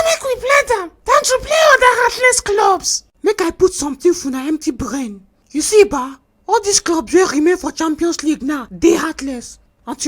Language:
Nigerian Pidgin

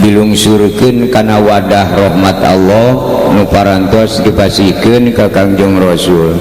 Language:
Sundanese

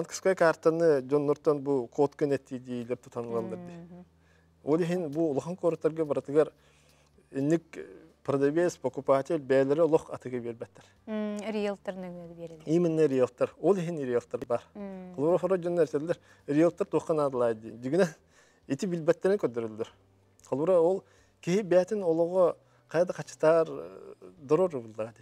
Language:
Yakut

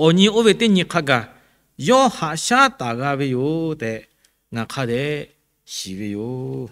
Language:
Lahu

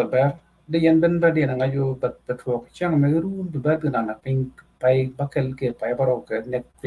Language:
Nuer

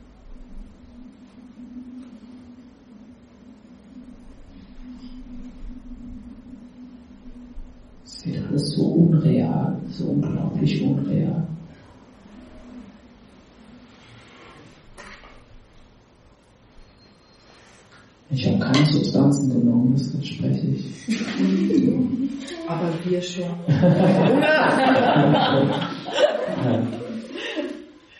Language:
German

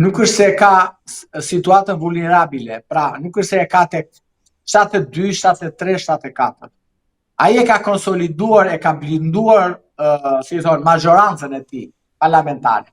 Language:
Albanian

